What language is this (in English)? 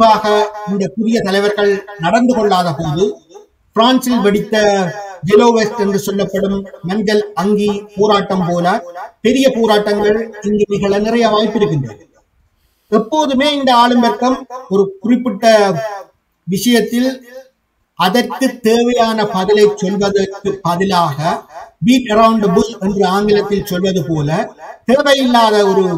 Tamil